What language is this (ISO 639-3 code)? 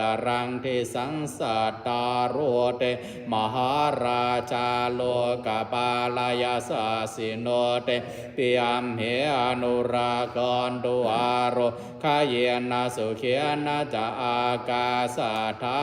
pli